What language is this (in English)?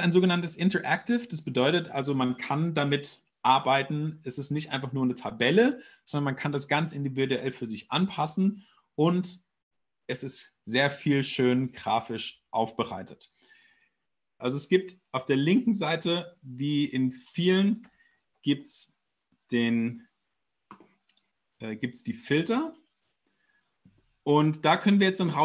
German